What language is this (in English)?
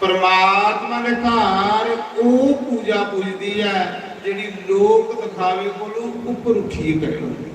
Dogri